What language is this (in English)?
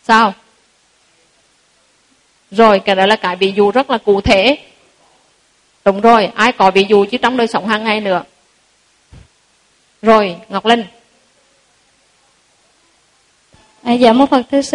Vietnamese